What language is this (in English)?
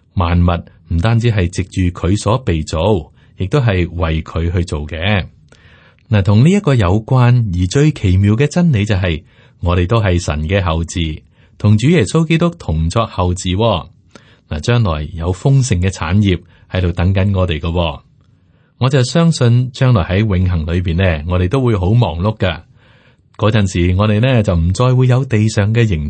Cantonese